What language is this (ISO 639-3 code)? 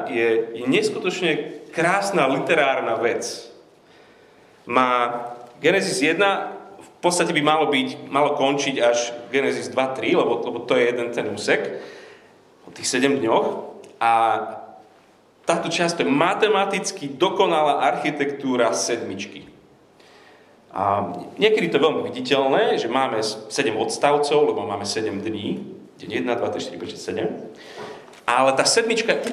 slk